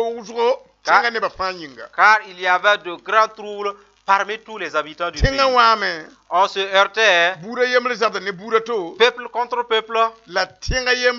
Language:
Mossi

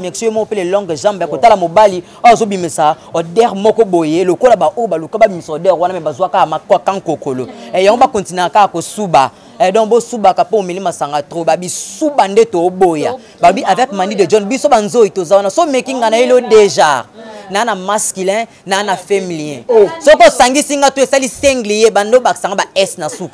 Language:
Lingala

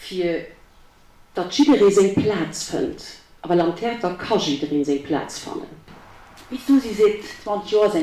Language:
Luxembourgish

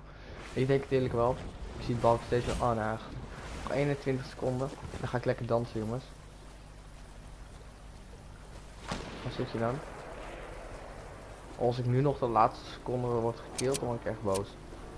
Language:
Dutch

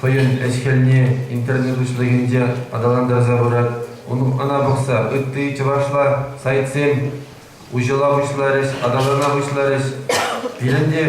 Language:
Chuvash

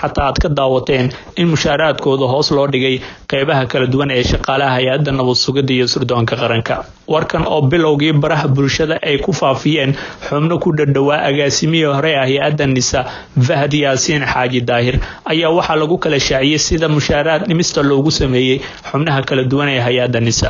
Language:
Somali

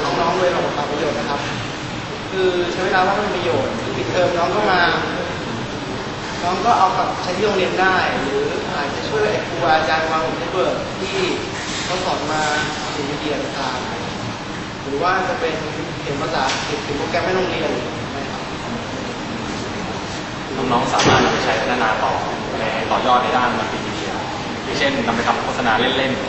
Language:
Thai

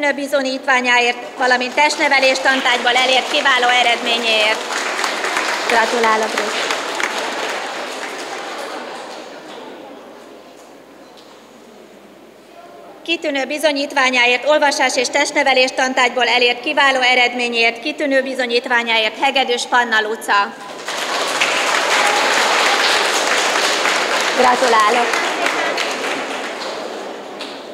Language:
Hungarian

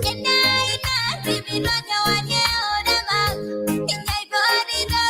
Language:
Masai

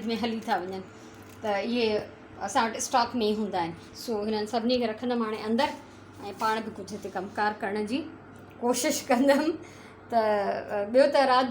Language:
Sindhi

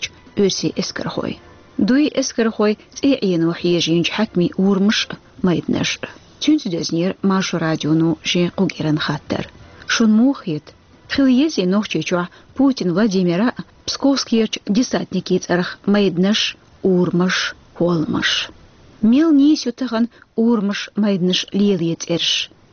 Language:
Chechen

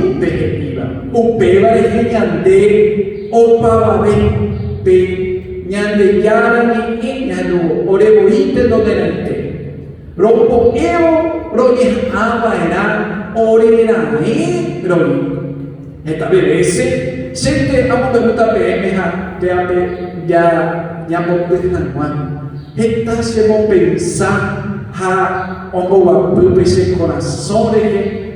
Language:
Guarani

